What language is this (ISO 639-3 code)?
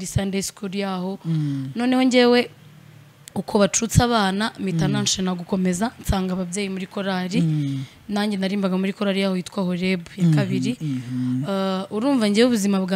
kin